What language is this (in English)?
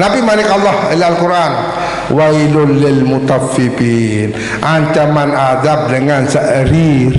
Sasak